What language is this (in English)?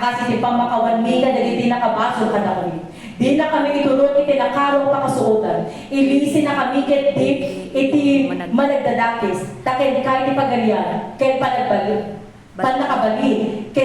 Iloko